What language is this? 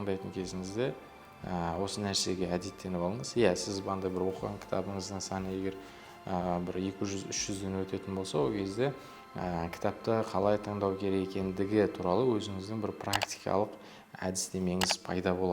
Kazakh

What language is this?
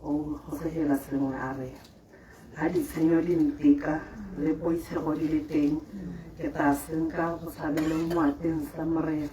Tswana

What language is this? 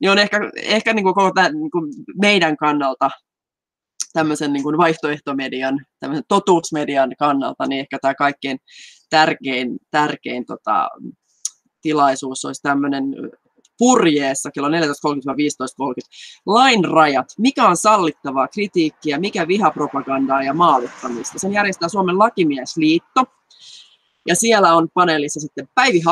Finnish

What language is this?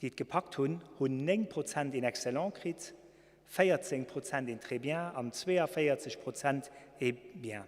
Luxembourgish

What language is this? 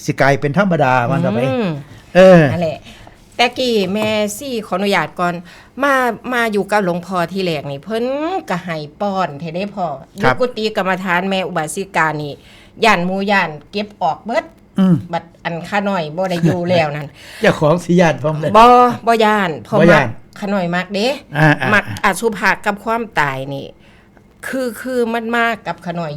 Northeastern Thai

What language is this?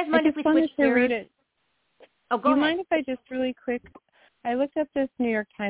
English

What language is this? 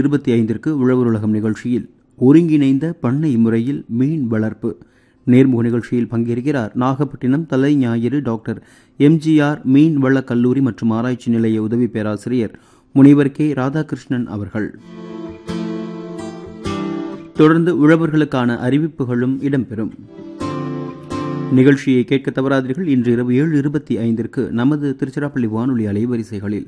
Tamil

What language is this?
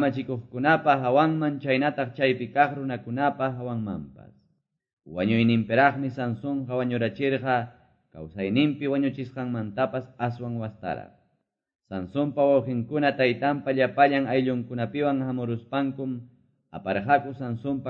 Quechua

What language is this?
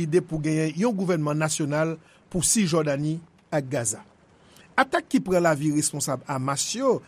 Haitian Creole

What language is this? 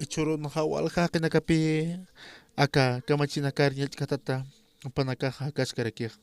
Aymara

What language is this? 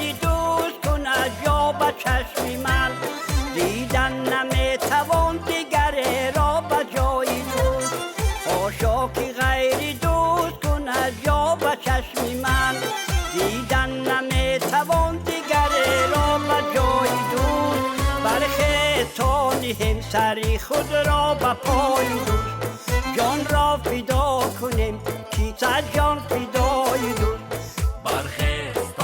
Tajik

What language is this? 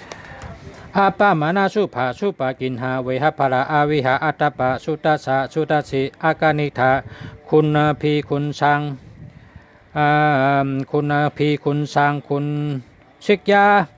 Shan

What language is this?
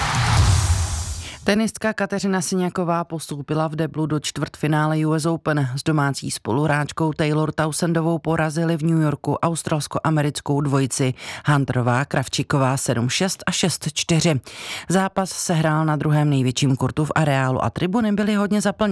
Czech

